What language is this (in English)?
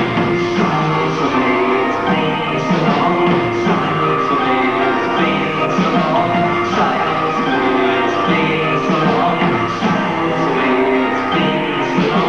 English